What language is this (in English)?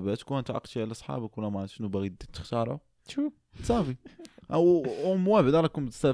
Moroccan Arabic